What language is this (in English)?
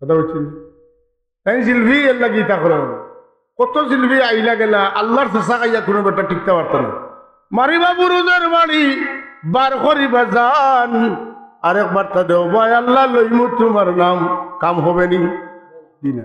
Sylheti